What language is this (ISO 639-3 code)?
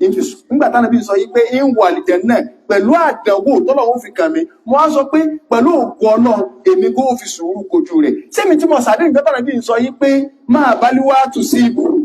yor